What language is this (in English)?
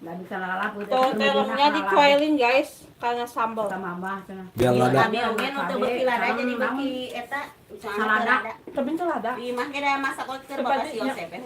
Sundanese